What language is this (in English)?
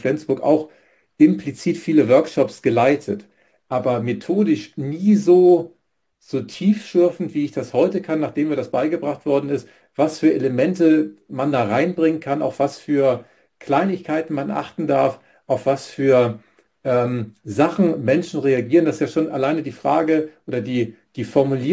German